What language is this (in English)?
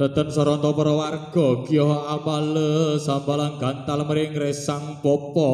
Javanese